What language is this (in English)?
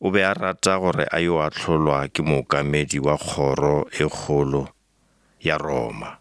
Northern Sotho